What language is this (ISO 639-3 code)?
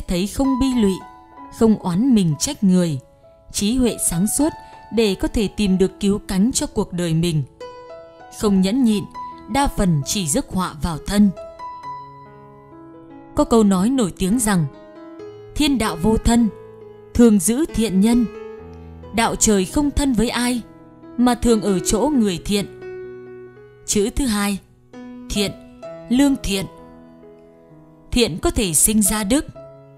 vie